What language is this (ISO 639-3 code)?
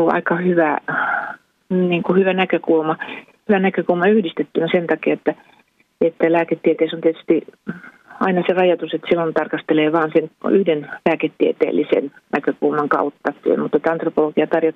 fin